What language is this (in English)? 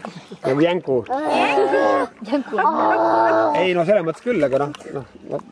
Estonian